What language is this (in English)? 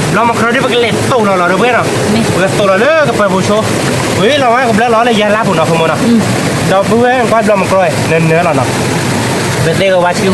S'gaw Karen